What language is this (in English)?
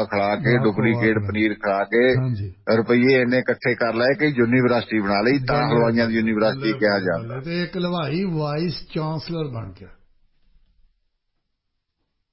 Punjabi